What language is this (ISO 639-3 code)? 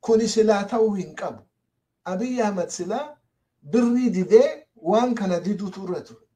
orm